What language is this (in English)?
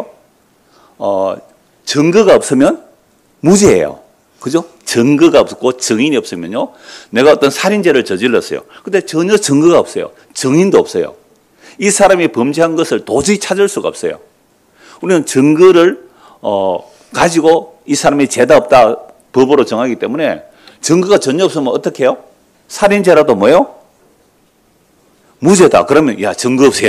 Korean